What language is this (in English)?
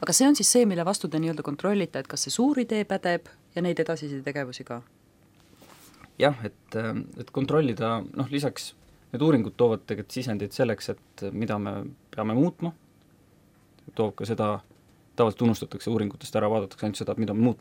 Estonian